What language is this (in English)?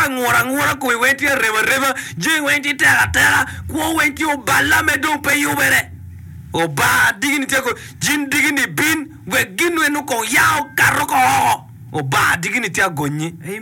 Acoli